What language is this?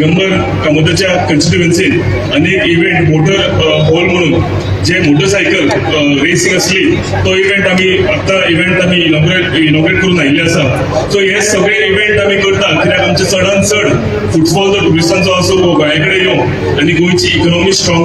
Konkani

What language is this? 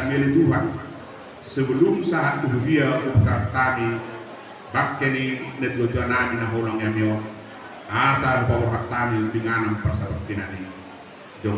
Batak Toba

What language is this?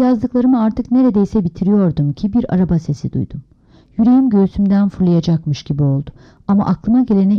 Turkish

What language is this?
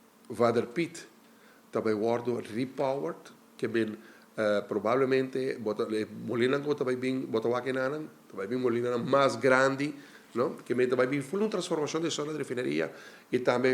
Papiamento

